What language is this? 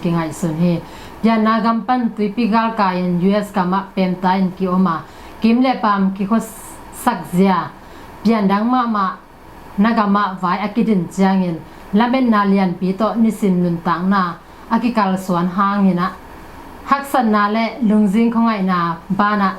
Tedim Chin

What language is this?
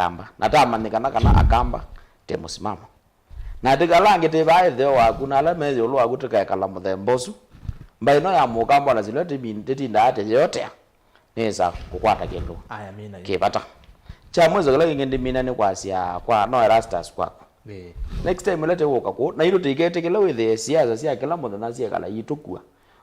Kamba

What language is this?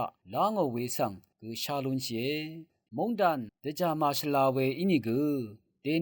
Rawang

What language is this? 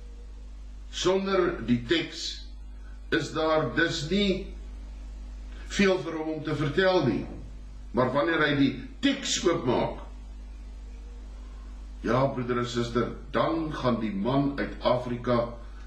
Afrikaans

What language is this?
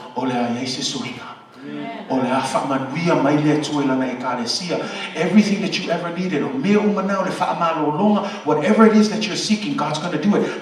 Samoan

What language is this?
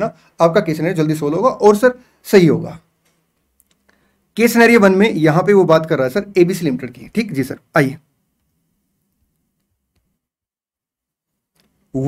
Hindi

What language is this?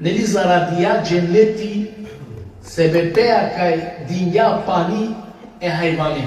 Balkan Romani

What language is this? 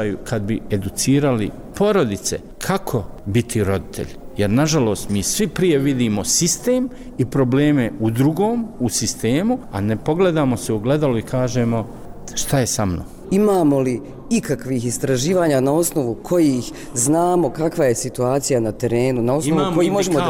Bosnian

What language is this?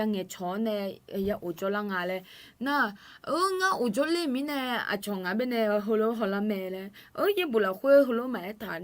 Akha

